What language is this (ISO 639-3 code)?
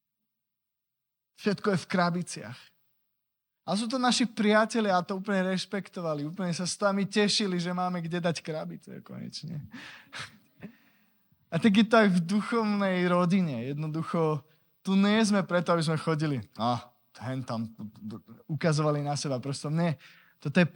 slk